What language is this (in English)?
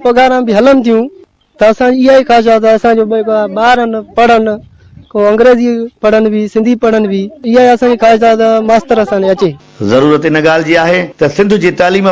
Sindhi